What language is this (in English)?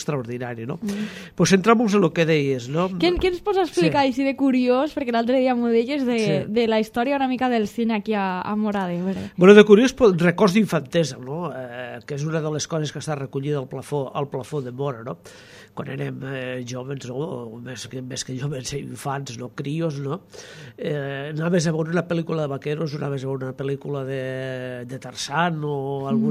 Catalan